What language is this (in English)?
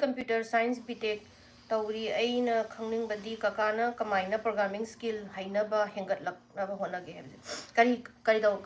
Manipuri